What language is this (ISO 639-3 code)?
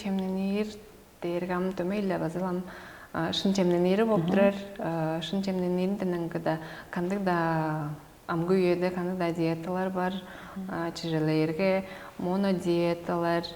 tyv